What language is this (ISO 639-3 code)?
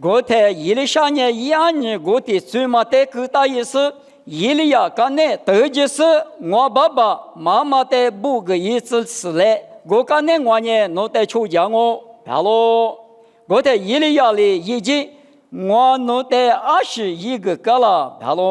lis